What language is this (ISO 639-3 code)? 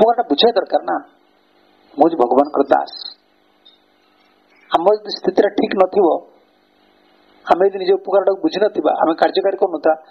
ori